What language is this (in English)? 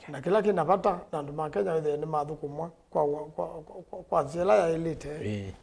Kamba